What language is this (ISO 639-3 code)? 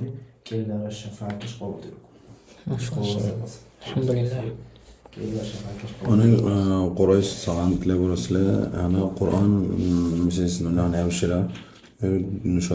dar